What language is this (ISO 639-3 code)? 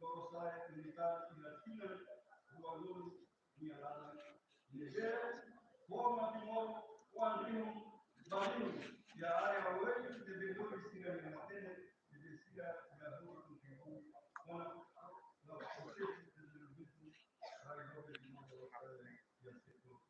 tet